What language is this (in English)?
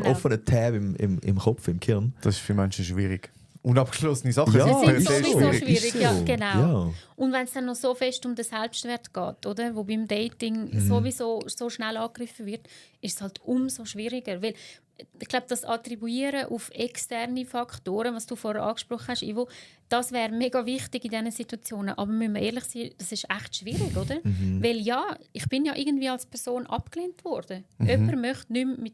Swiss German